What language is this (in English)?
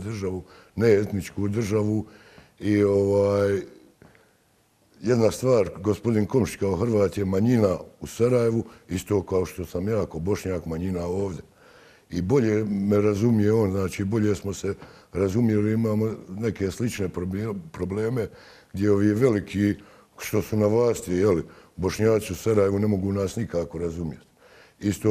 Bosnian